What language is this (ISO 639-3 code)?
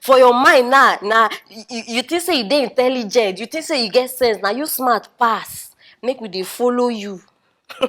pcm